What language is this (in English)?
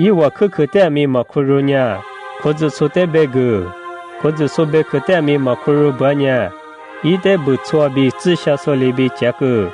Lisu